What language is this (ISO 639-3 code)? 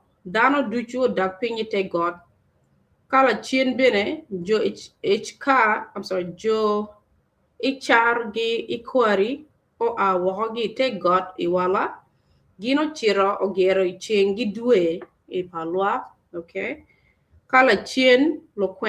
ach